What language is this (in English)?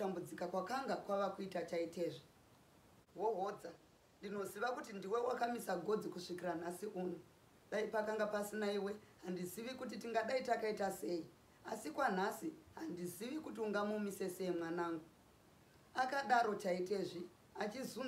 Shona